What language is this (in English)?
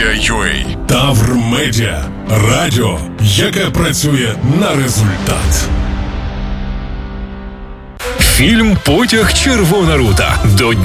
Ukrainian